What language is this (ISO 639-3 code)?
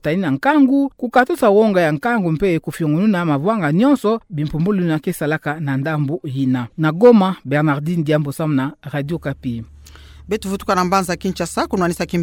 ktu